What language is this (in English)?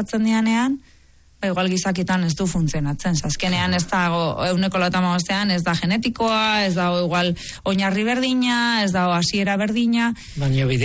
Basque